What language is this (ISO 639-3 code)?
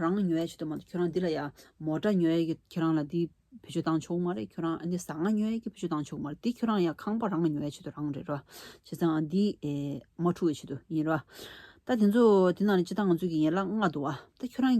bod